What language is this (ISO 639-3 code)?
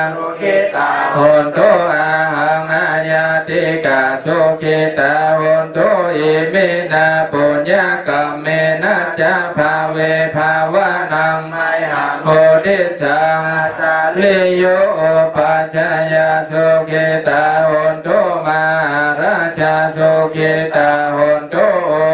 pli